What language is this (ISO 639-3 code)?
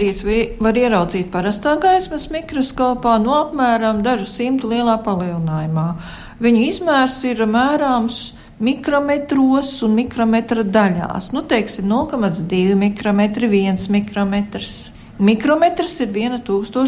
lav